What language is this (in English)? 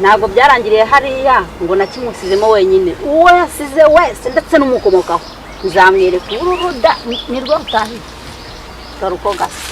Kinyarwanda